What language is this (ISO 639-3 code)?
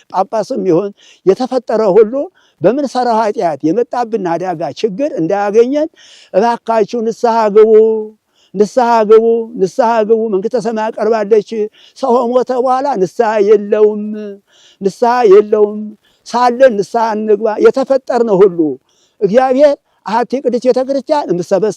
amh